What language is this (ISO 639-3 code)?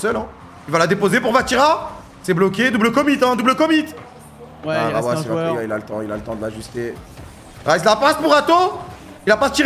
fra